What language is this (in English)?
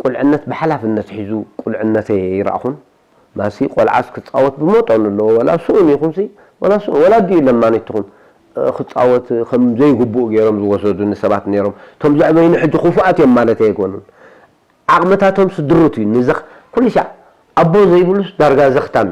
Tigrinya